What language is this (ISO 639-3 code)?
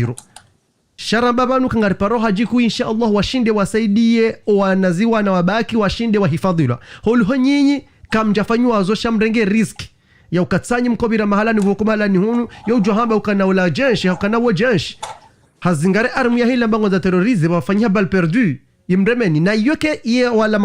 zdj